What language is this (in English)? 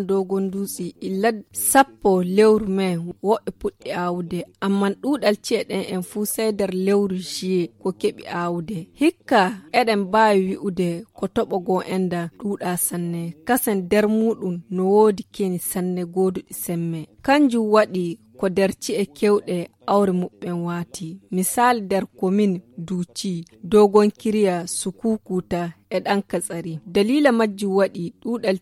Nigerian Fulfulde